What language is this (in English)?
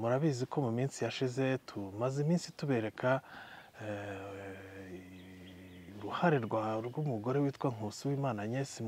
Kinyarwanda